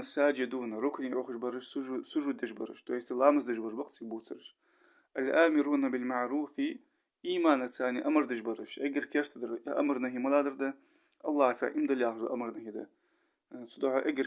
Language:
Ingush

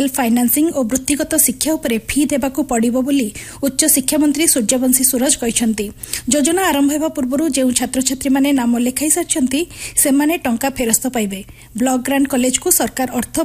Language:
Odia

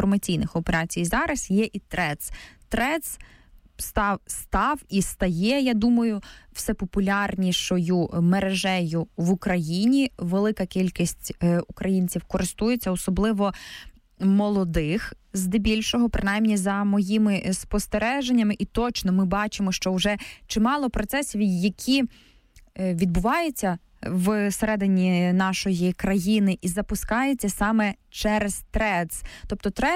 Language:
Ukrainian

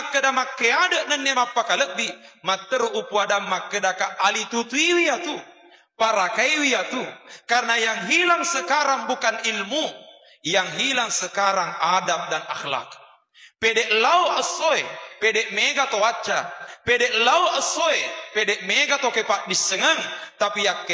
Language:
Buginese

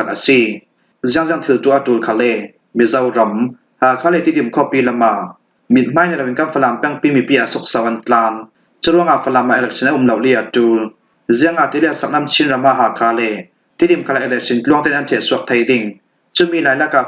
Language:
Falam Chin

